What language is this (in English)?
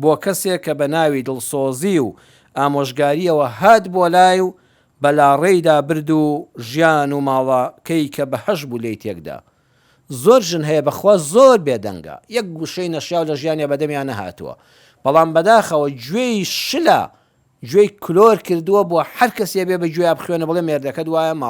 Central Kurdish